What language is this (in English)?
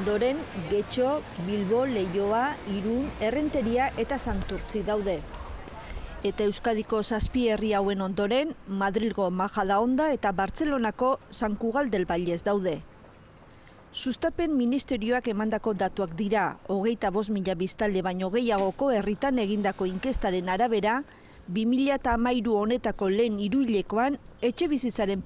Basque